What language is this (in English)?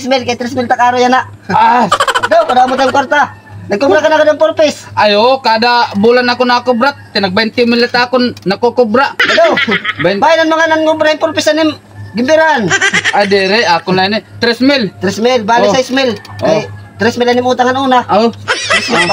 Waray